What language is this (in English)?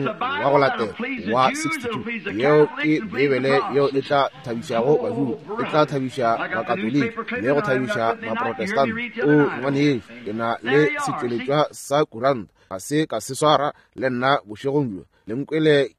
Northern Sotho